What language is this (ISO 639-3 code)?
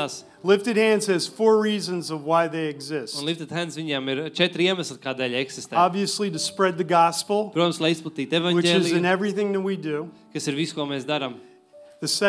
lav